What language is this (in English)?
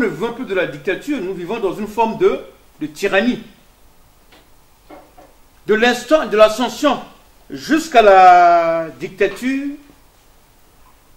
French